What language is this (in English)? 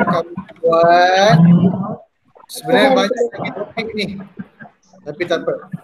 Malay